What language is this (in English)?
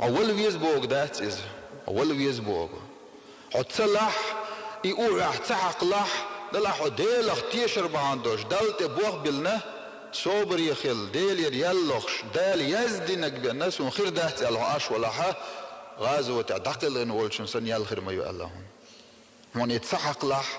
Chechen